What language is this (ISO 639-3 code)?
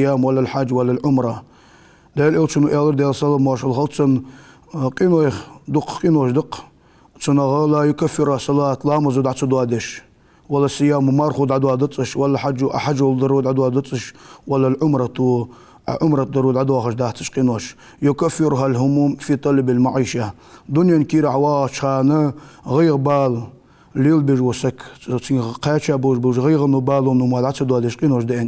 inh